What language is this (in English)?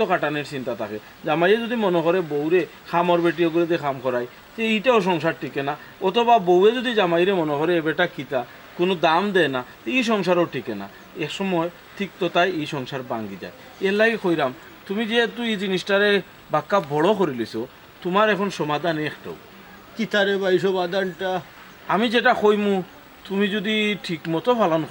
Sylheti